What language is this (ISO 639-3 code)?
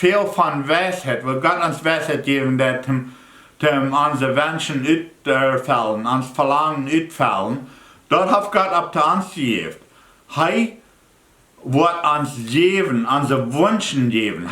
pdt